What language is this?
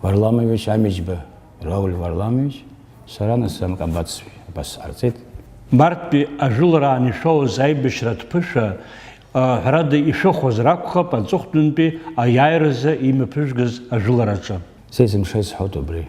Abkhazian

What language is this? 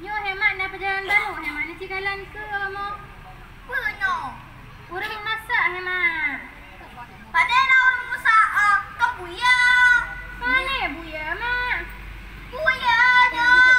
Achinese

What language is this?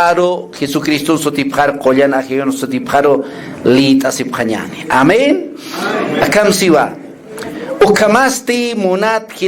Aymara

